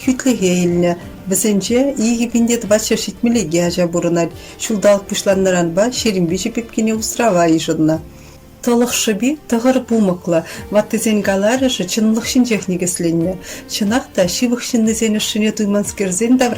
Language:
Chuvash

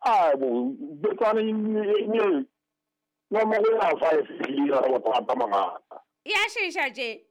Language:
Southern Sotho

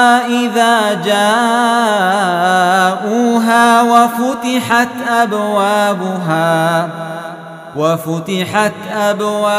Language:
Arabic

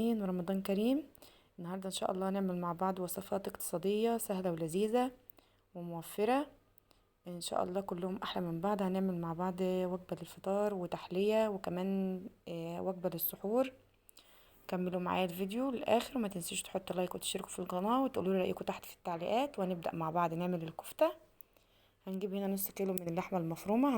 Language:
Egyptian Arabic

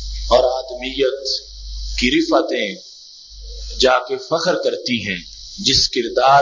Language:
Urdu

